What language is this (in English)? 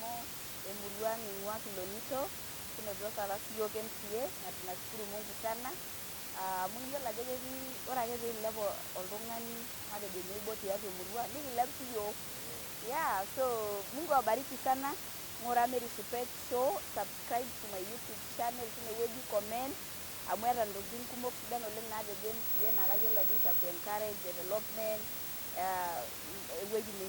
Masai